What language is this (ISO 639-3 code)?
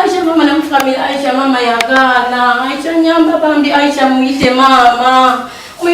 lug